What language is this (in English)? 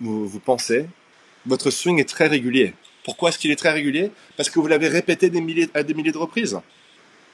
French